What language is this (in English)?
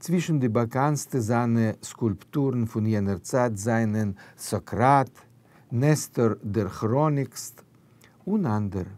Yiddish